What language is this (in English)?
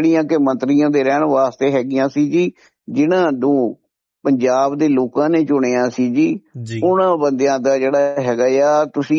Punjabi